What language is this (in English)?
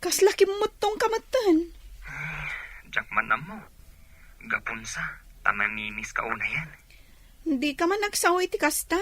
Iloko